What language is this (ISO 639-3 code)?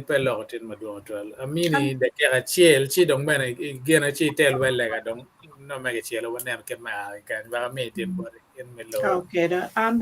ach